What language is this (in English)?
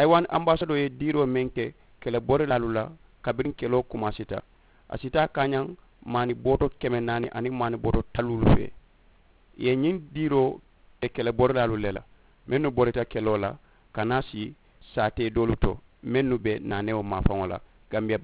Mandingo